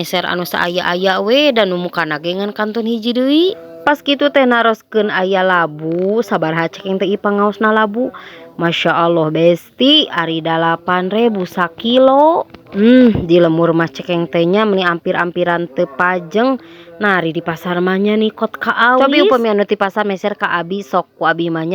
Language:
Sundanese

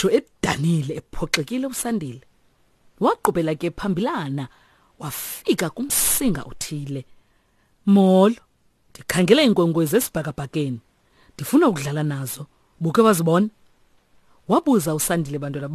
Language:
Xhosa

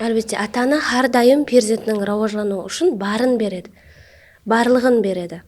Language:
Kara-Kalpak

